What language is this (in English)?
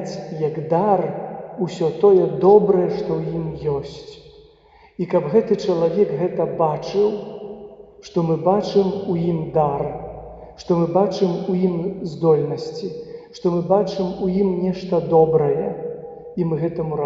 Belarusian